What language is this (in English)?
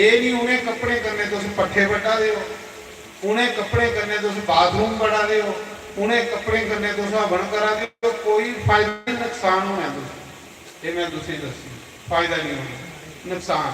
Dogri